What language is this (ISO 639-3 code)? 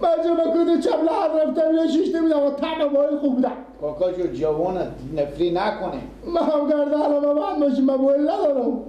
fas